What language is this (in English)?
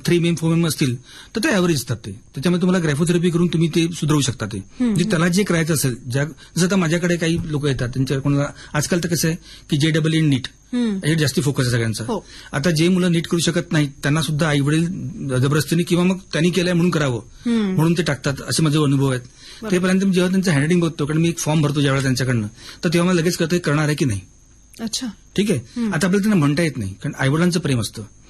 Marathi